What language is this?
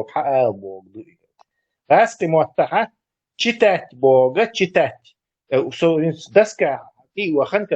Chechen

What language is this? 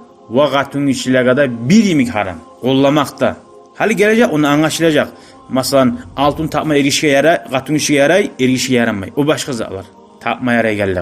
Kumyk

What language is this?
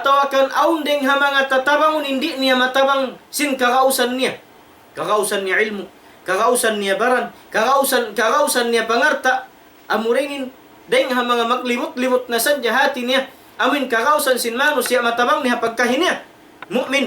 Tausug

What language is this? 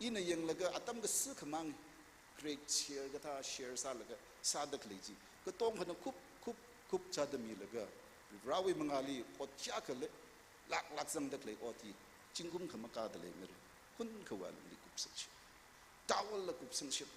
Tangkhul Naga (India)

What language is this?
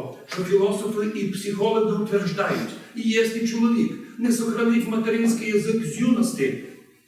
Rusyn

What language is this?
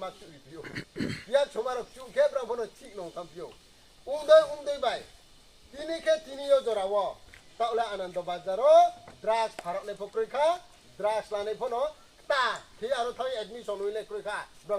Riang (India)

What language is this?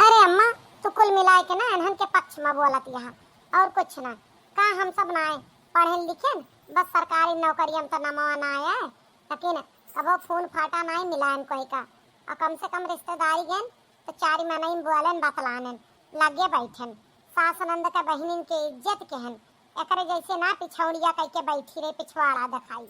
Awadhi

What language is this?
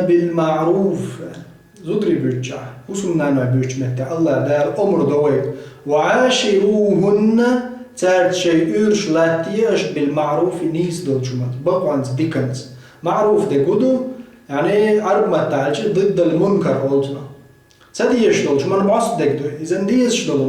Chechen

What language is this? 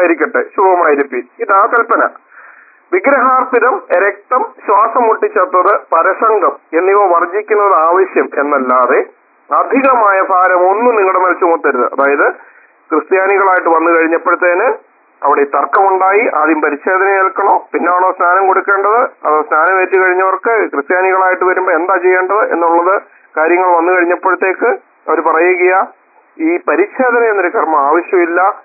Malayalam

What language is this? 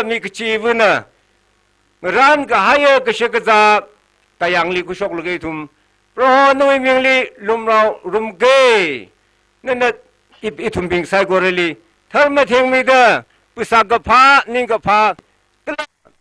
Tangkhul Naga (India)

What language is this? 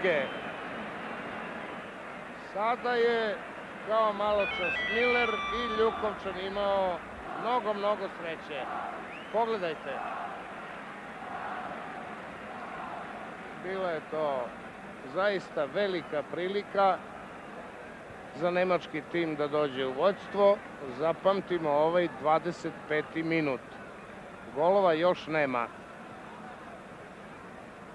Serbian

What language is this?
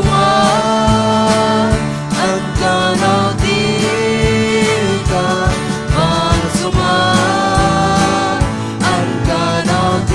Hakha Chin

